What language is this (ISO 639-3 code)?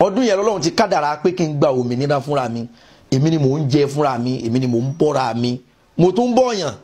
yor